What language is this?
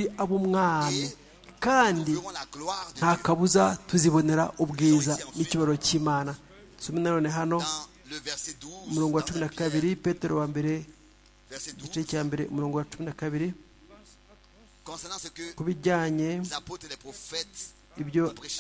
Kinyarwanda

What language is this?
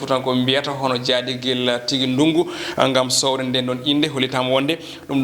Fula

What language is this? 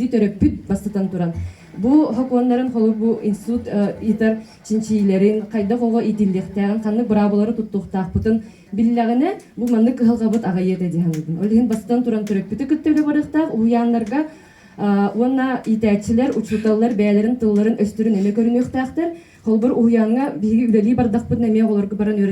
Yakut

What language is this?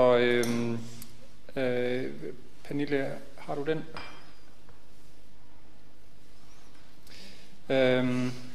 Danish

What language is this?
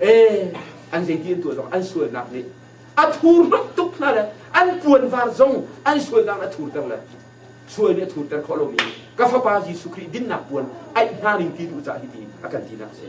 Hakha Chin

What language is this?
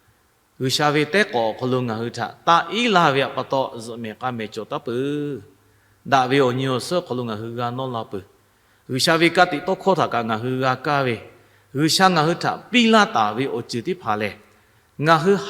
Lahu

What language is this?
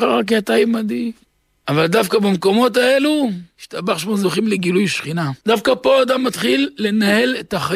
Hebrew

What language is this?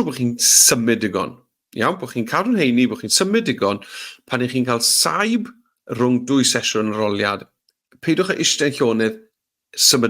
Welsh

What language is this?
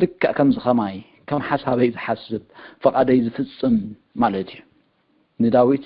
Tigrinya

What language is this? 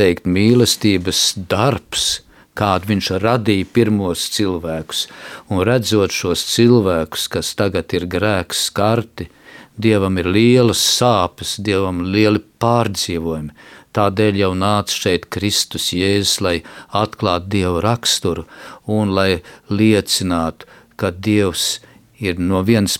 Latvian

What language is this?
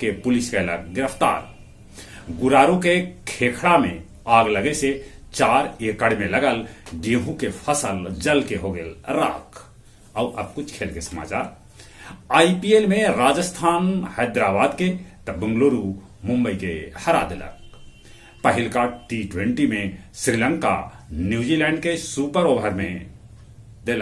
Magahi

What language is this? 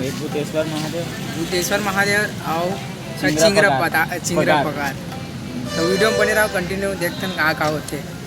Chhattisgarhi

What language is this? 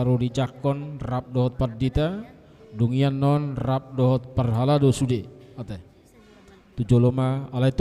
Batak Toba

